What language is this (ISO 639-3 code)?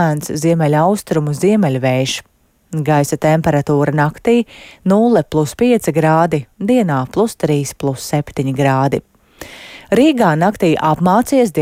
lav